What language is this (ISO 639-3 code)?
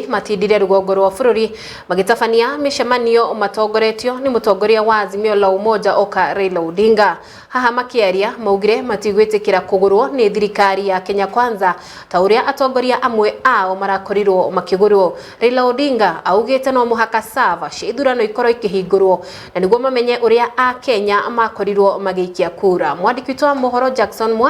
kik